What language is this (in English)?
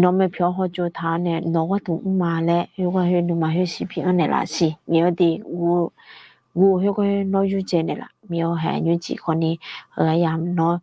Akha